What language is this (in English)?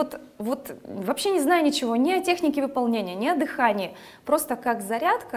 Russian